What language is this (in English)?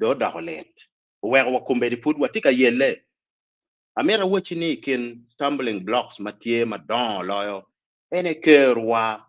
Acoli